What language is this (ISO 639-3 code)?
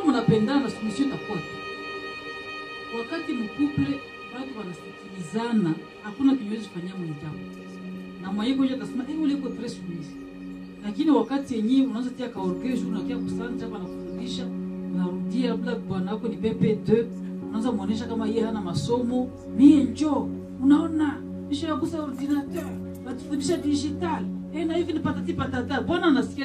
swa